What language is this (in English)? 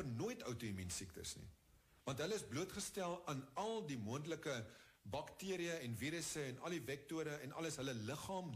Afrikaans